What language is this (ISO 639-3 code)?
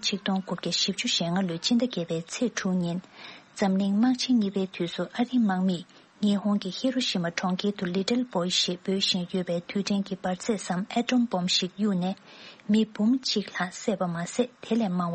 bod